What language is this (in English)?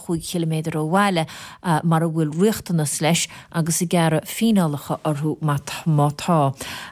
Irish